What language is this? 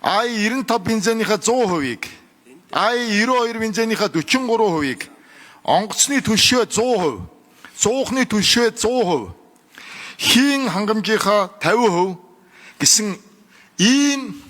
Mongolian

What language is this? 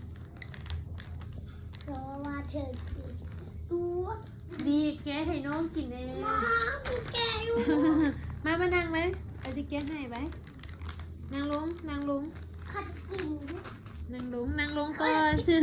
Lao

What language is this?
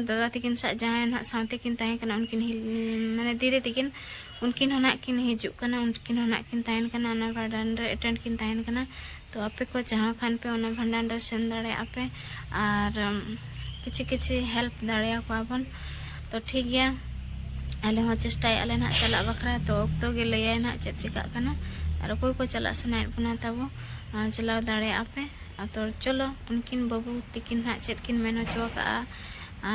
Santali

